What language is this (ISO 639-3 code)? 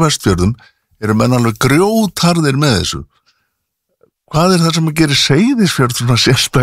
isl